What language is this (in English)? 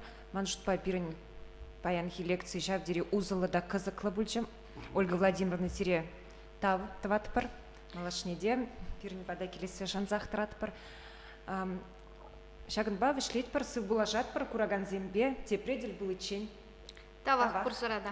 Chuvash